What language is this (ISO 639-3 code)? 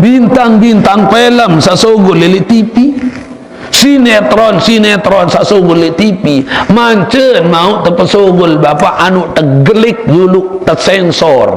sas